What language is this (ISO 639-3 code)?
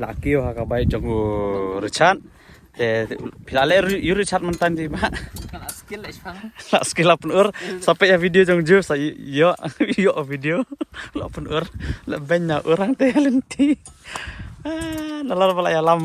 kha